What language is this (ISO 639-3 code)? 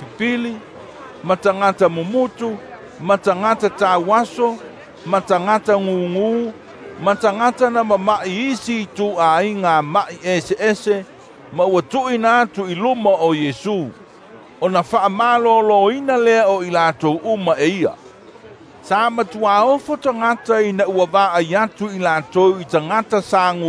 smo